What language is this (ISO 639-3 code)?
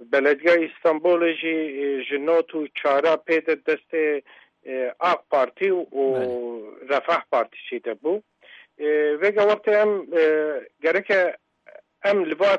kur